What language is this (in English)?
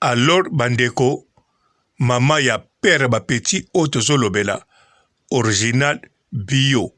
Lingala